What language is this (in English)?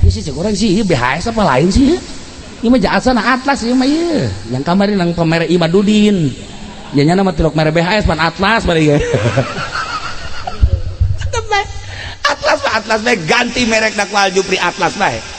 Sundanese